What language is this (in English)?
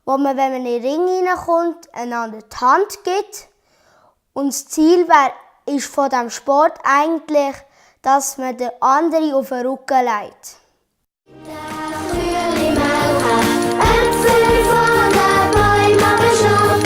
Swiss German